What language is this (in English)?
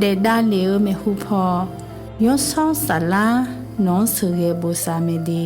Akha